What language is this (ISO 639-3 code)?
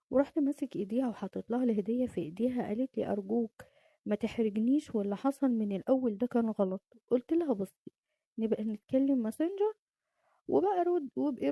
arz